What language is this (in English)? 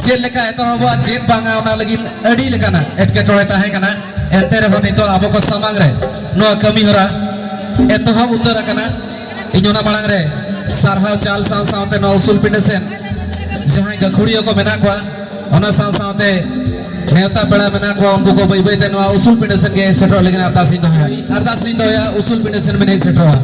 Santali